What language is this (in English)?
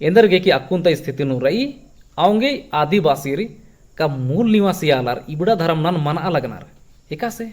Kurukh